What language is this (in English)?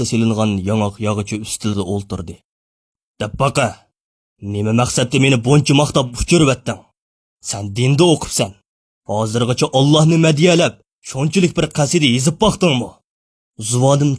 Uyghur